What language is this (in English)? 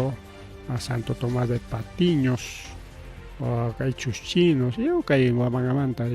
Ayacucho Quechua